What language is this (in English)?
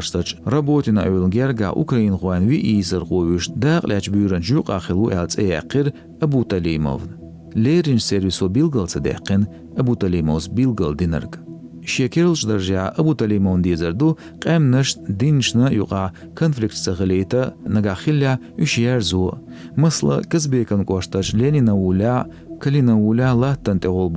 Chechen